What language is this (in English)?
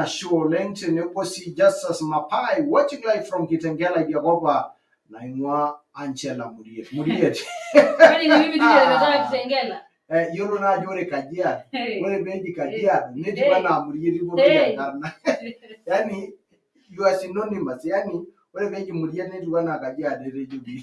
Masai